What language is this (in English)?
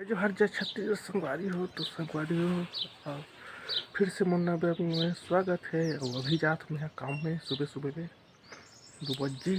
Chhattisgarhi